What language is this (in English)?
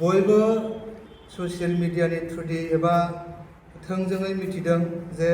Bodo